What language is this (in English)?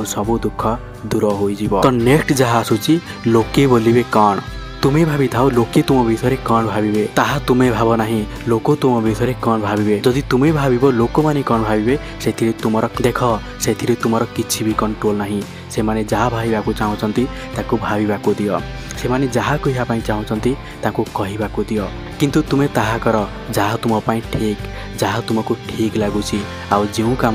Odia